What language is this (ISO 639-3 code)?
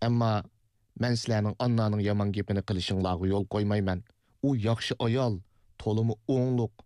uig